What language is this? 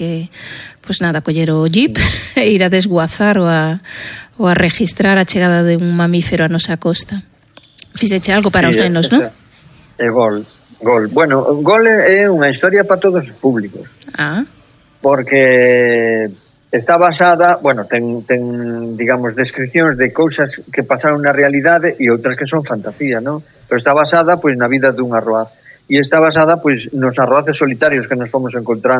Galician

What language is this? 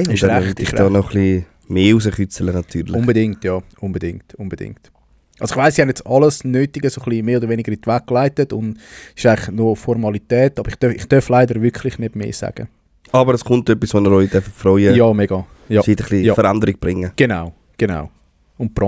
Swiss German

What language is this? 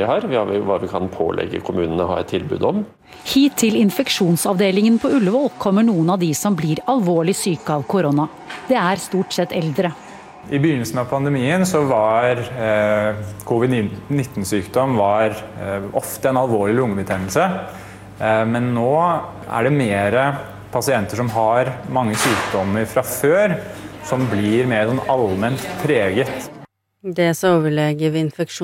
Norwegian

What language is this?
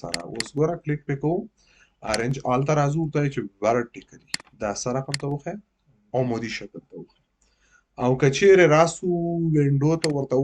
Pashto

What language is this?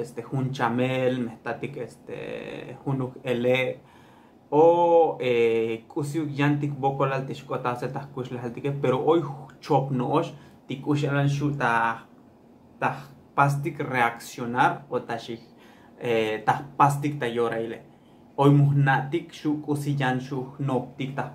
Tzotzil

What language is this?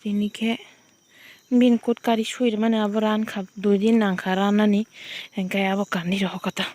Kok Borok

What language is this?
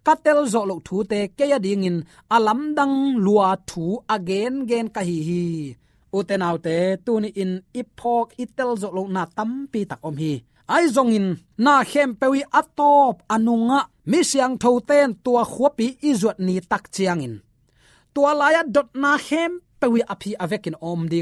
Tedim Chin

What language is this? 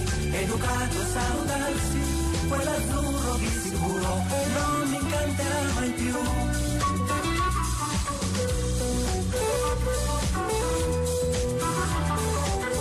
Italian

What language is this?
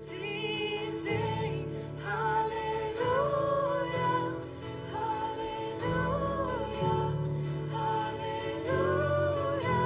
Plautdietsch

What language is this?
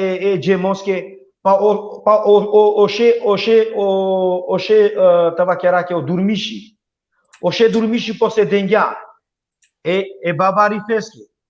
Balkan Romani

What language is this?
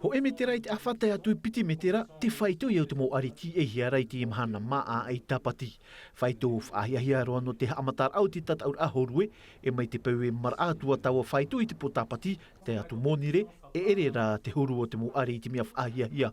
Tahitian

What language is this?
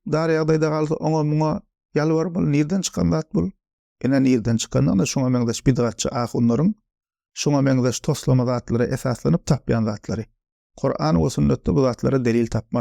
Turkmen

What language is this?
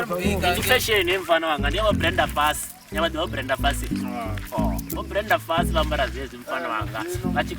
Venda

